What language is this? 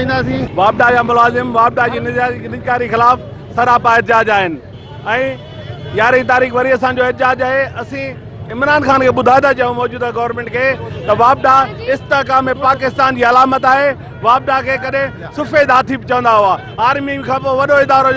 Sindhi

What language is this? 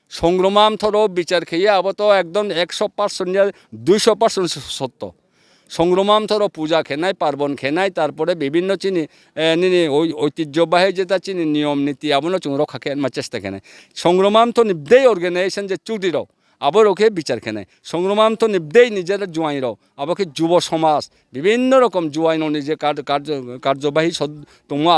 Riang (India)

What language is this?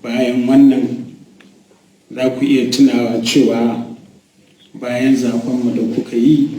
Hausa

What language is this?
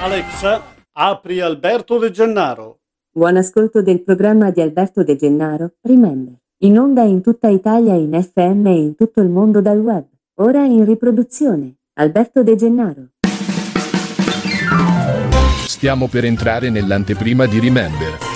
Italian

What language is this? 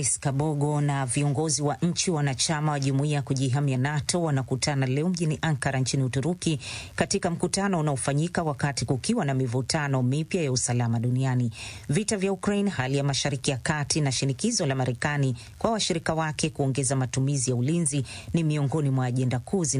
Swahili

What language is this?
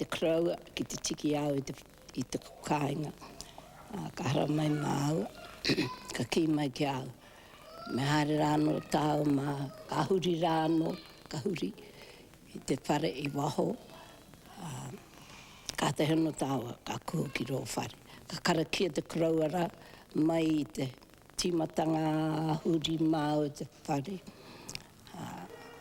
Māori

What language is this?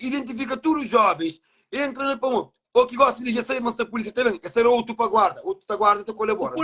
Kabuverdianu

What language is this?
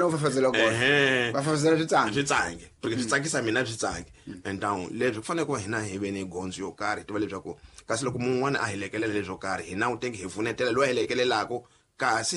Tsonga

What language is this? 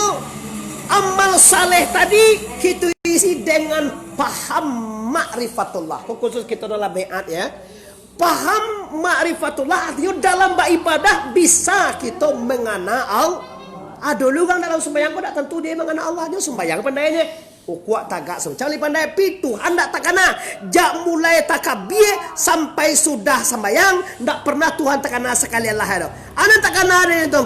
Minangkabau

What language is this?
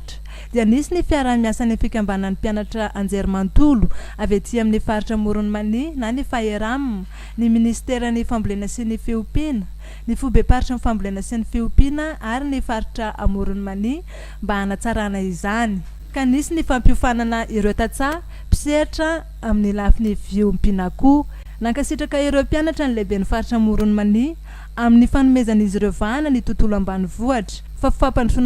Malagasy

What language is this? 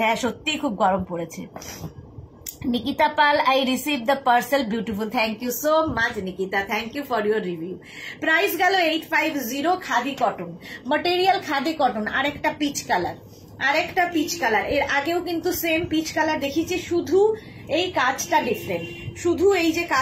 Bangla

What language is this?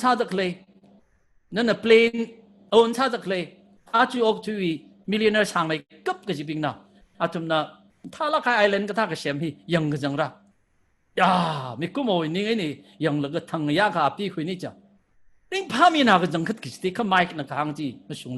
Tangkhul Naga (India)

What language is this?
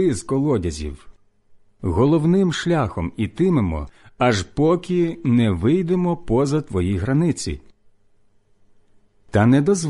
Ukrainian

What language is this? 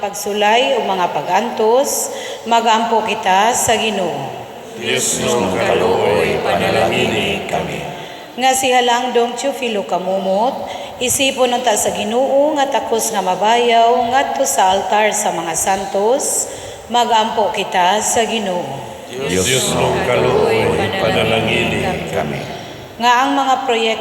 Cebuano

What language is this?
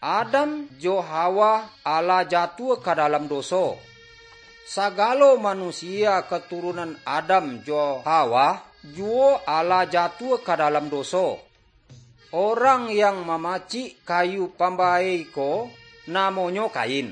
Minangkabau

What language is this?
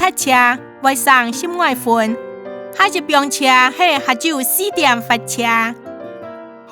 Hakka Chinese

